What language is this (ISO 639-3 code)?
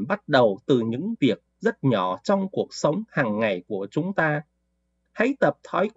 vie